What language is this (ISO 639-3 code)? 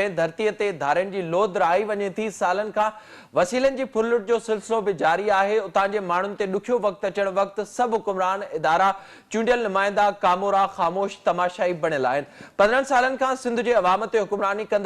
snd